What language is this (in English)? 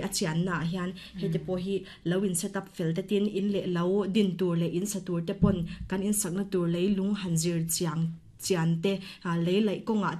Mizo